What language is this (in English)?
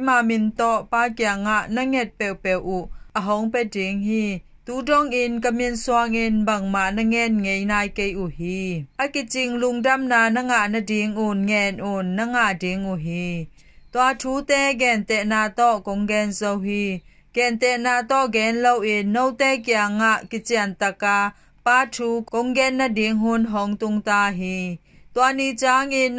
Tedim Chin